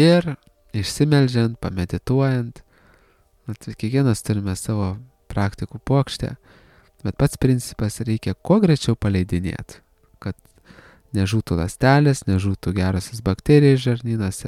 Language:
Lithuanian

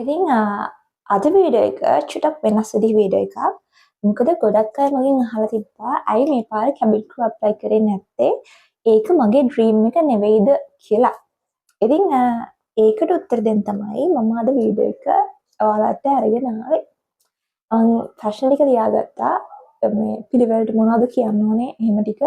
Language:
Sinhala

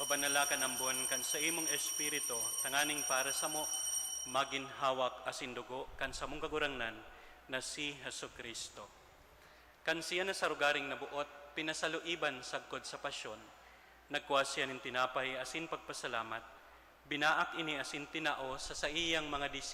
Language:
Bikol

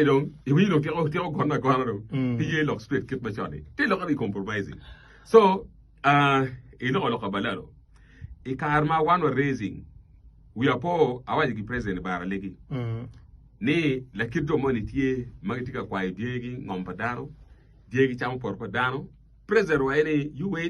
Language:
Acoli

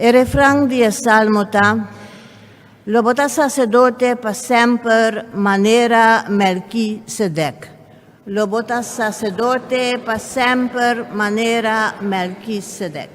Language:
Papiamento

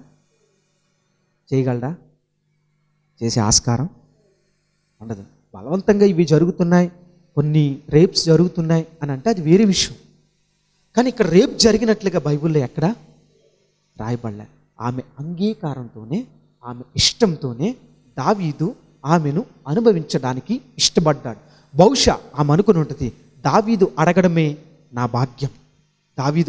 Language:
Telugu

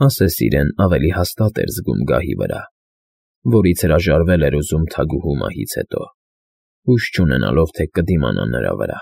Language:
Armenian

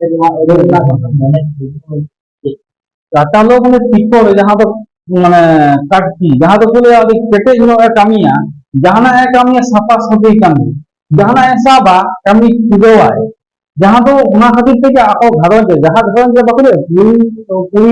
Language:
Santali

